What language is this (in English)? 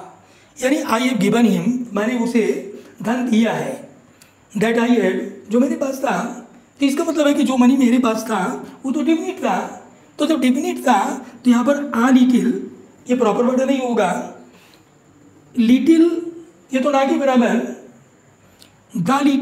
Hindi